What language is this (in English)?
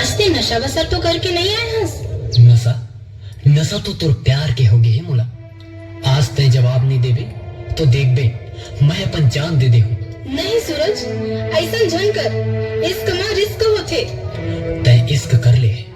Chhattisgarhi